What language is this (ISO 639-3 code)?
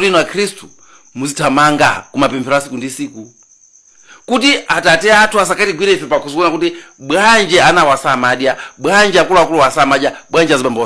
nya